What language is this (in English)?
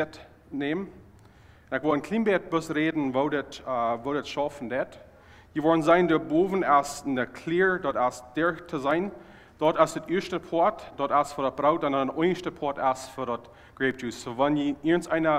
Plautdietsch